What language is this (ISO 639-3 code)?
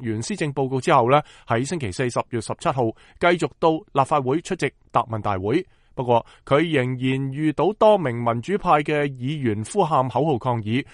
yue